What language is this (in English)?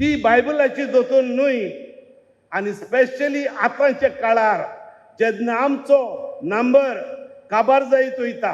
Konkani